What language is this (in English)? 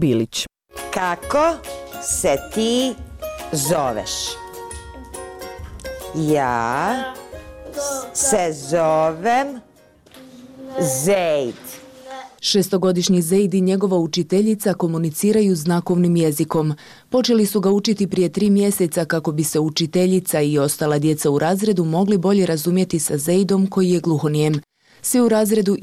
Bosnian